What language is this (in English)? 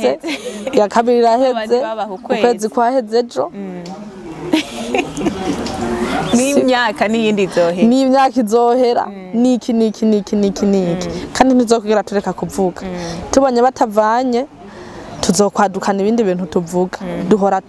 Rundi